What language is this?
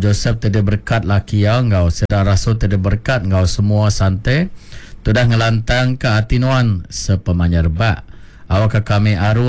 Iban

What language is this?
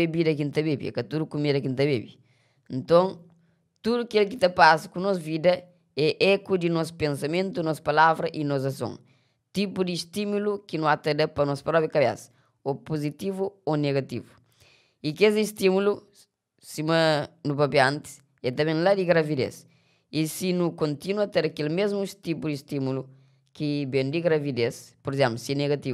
Kabuverdianu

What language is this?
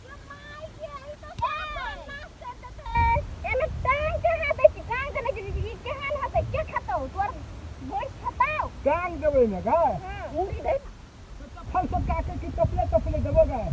Maithili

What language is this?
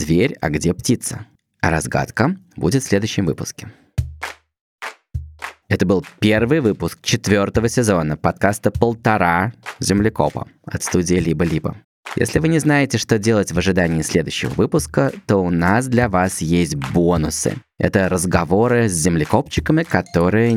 Russian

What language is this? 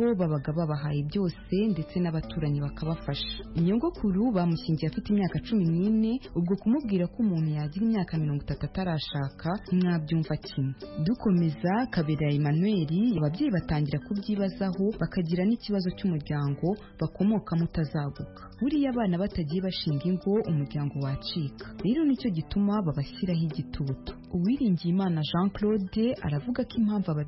Kinyarwanda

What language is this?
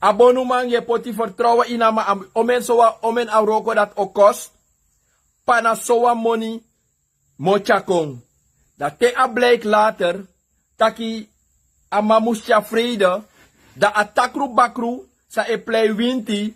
Sranan Tongo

